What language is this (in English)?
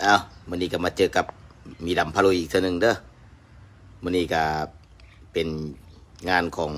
Lao